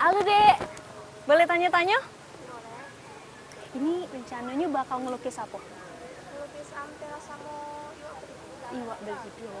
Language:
Musi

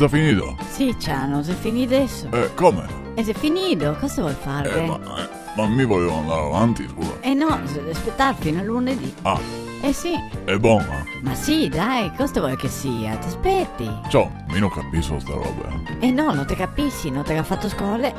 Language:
Venetian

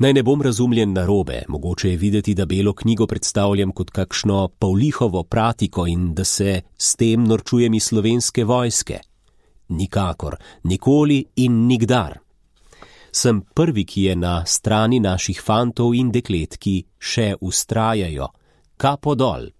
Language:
Slovenian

